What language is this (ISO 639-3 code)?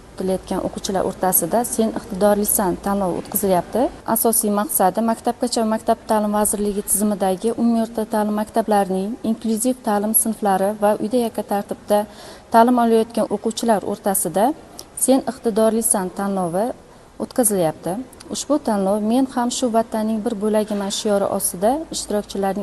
uzb